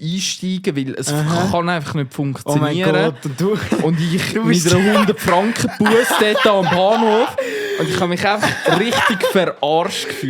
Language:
Swiss German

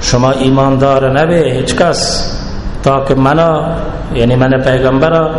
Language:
Baluchi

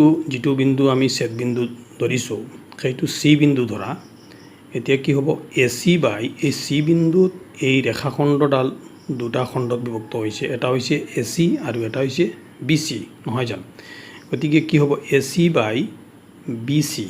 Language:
Assamese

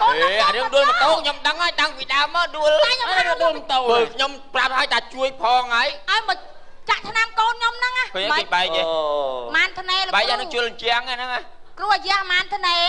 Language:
Khmer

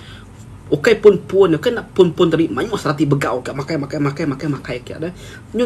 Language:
Iban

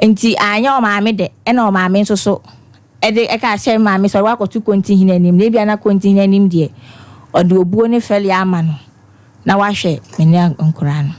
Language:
Akan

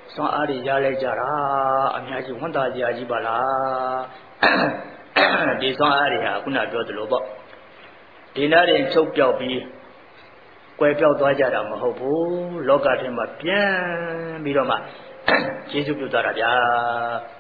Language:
Burmese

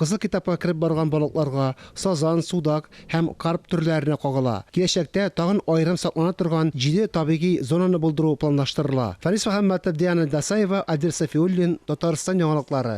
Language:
Tatar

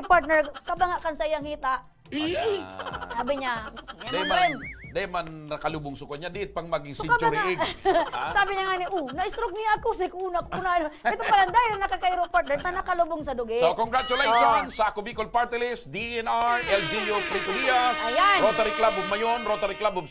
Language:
Bikol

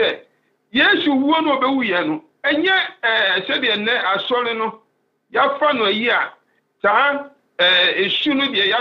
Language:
Akan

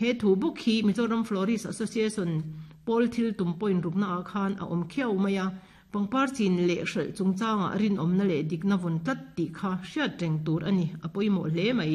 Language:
Mizo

